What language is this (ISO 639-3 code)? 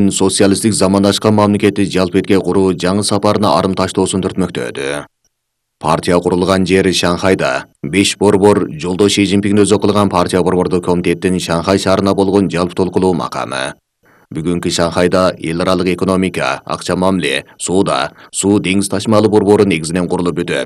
kir